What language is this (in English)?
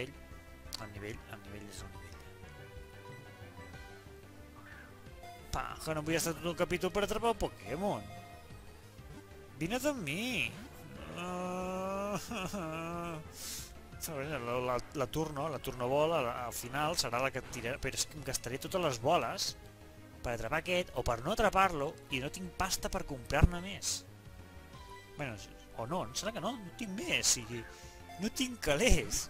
Catalan